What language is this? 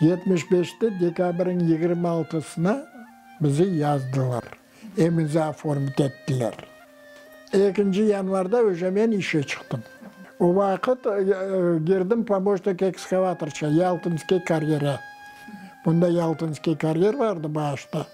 Crimean Tatar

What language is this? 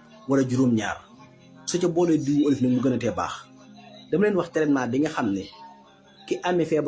Wolof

